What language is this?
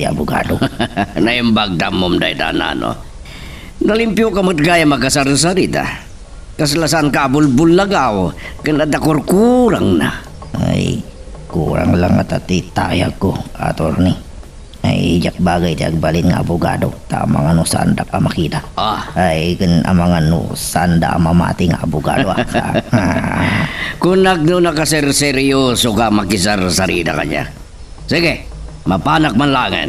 Iloko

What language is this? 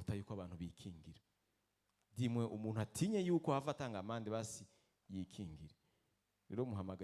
Rundi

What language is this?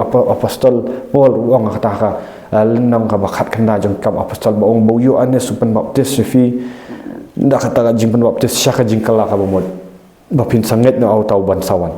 Khasi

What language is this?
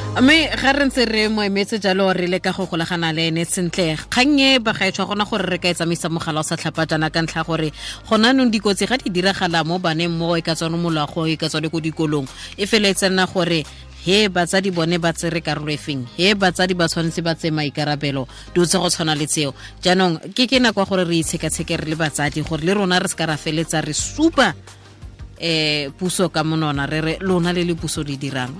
Tswana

